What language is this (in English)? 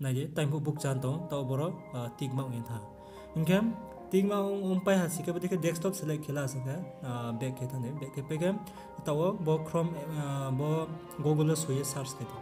Riang (India)